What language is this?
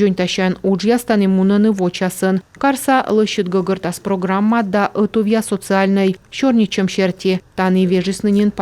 Komi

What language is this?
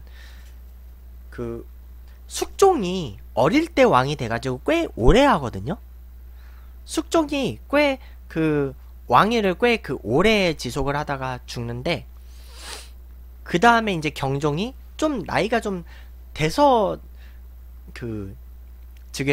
Korean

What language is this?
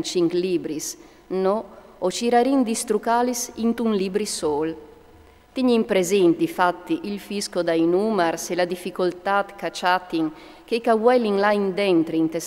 Friulian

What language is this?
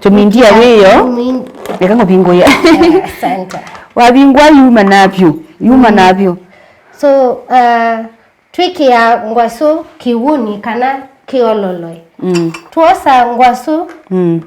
Kamba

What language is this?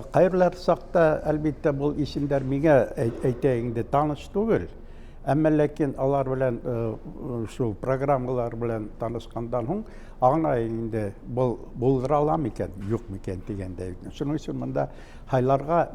Bashkir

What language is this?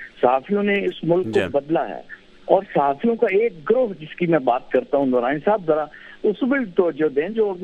Urdu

